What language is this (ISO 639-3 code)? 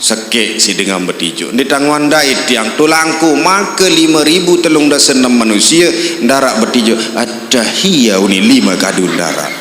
sas